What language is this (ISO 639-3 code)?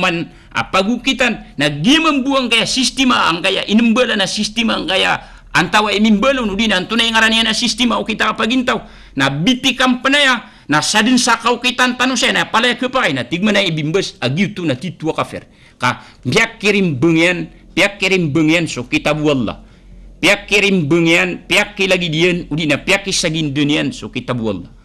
mrw